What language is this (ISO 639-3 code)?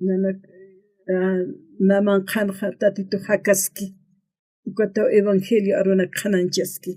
aym